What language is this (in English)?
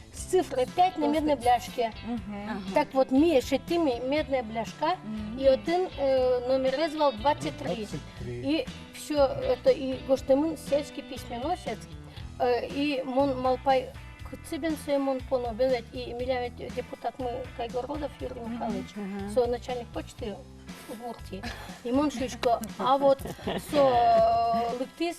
Udmurt